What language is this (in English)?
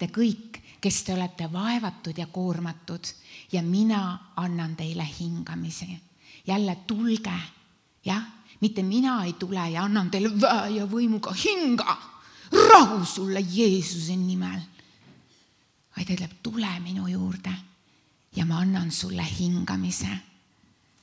Estonian